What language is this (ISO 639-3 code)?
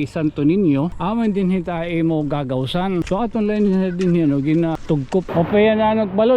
war